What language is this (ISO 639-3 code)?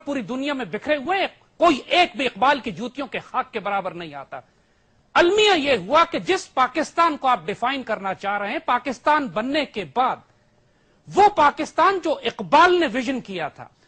urd